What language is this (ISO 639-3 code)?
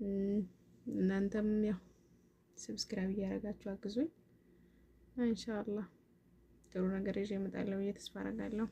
amh